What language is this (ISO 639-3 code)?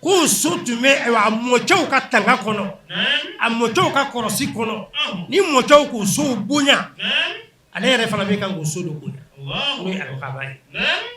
bam